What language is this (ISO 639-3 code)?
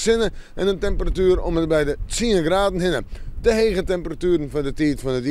fry